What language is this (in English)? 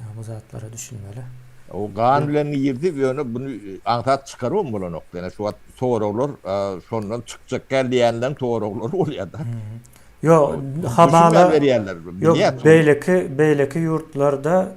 Turkmen